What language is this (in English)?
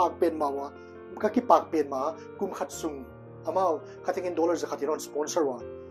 Paite Chin